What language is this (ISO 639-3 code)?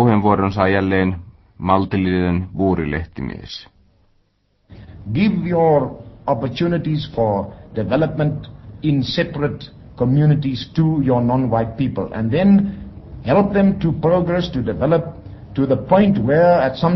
fin